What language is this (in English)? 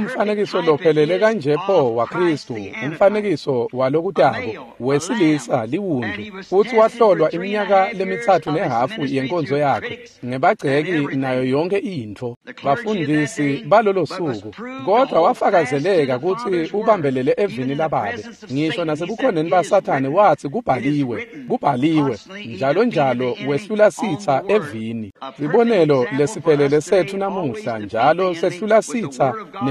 Swati